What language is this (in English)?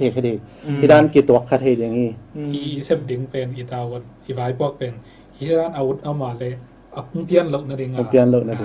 Tedim Chin